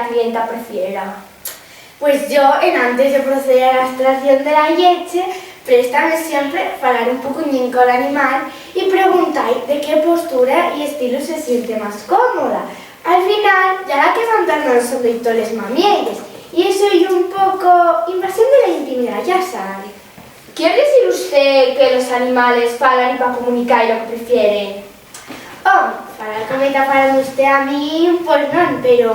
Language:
Asturian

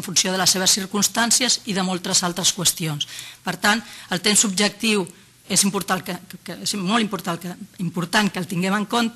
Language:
Catalan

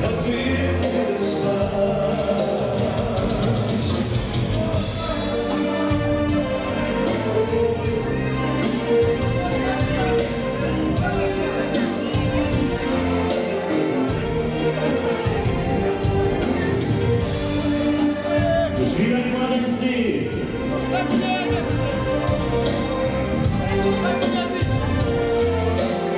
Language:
Croatian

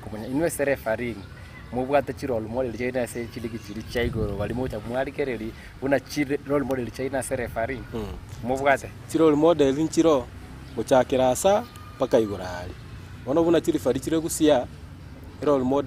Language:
Gusii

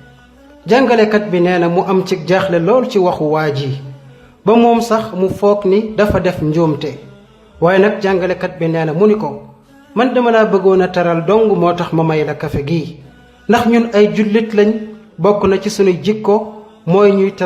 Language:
Wolof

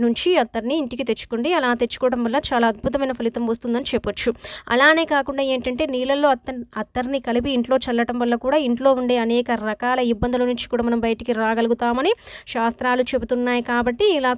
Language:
Telugu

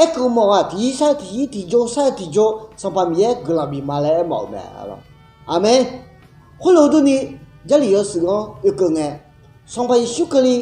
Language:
Akha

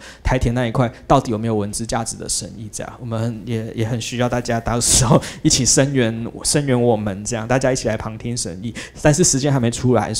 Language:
Chinese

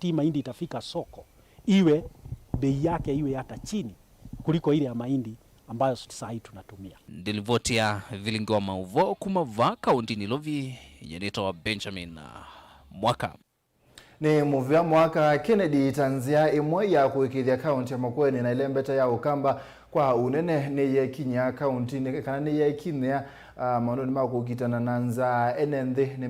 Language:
Kamba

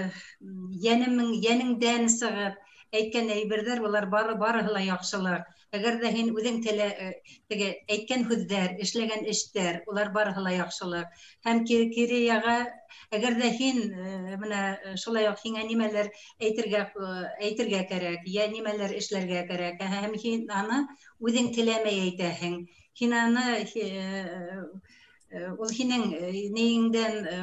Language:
Bashkir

